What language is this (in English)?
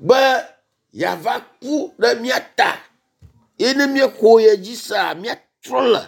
Ewe